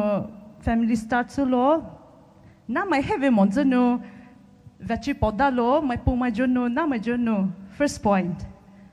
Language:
Poumei Naga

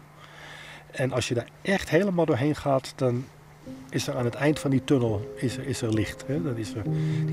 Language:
Dutch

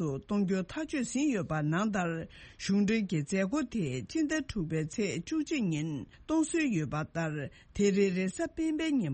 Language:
Tibetan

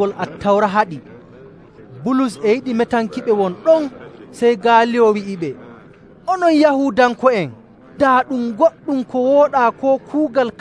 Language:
Nigerian Fulfulde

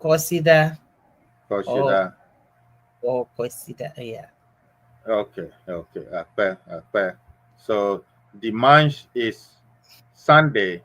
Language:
Ewe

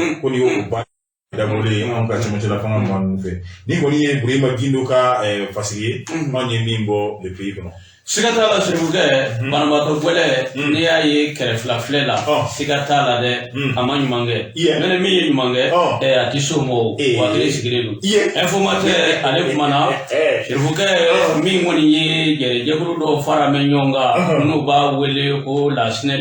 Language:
Bambara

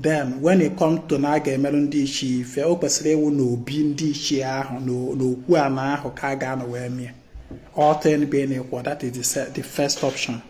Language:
Igbo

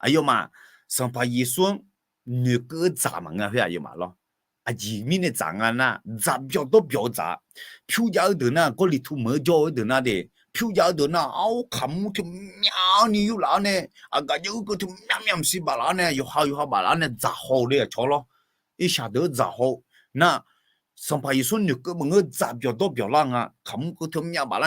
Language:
Akha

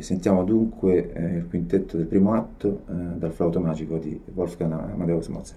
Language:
Italian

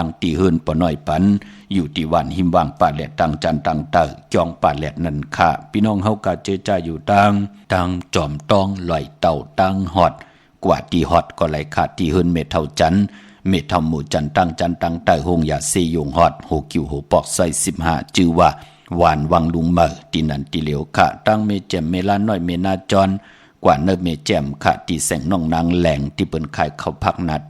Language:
Shan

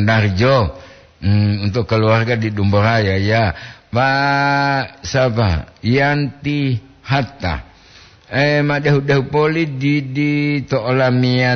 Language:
Gorontalo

